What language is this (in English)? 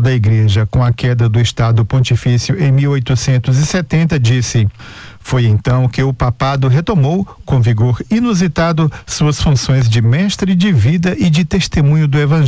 Portuguese